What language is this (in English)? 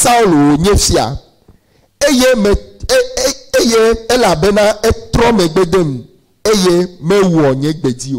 Ewe